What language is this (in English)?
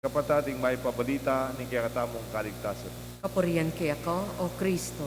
Pampanga